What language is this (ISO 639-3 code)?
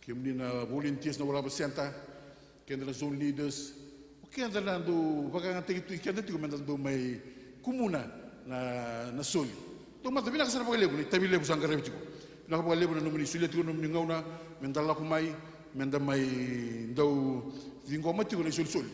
fij